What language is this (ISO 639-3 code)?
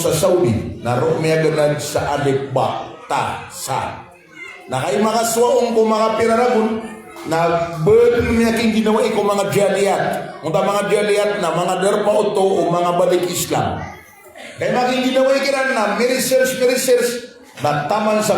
mrw